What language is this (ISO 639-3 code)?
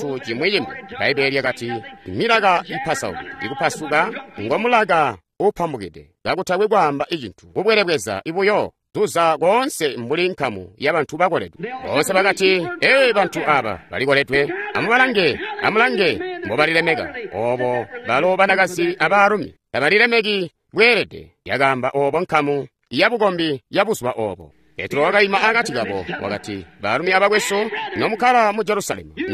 toi